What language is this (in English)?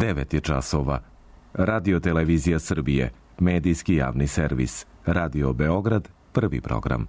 Serbian